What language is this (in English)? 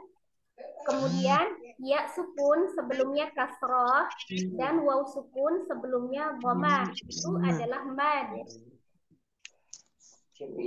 Indonesian